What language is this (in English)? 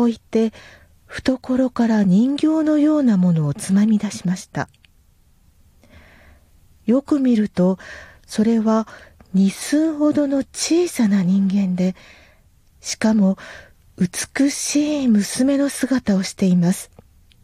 Japanese